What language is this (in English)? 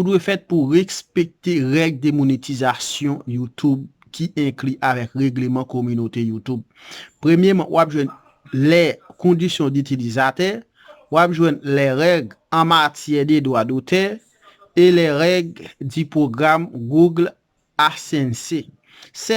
Haitian Creole